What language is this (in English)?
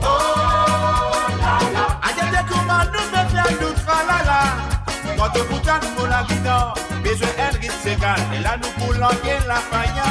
Morisyen